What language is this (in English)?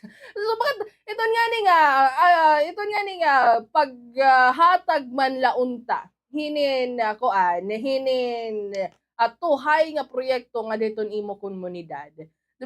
Waray